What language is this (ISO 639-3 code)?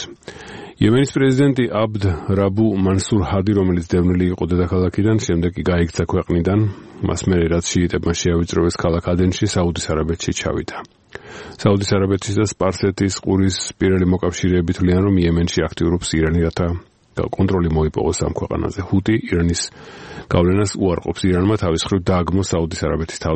kat